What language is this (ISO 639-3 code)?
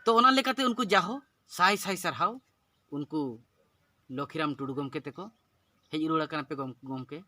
sat